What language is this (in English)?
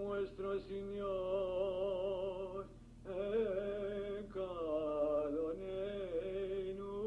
Ladino